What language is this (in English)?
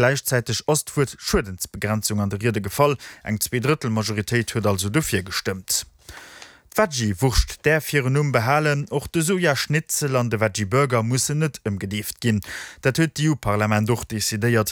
Luxembourgish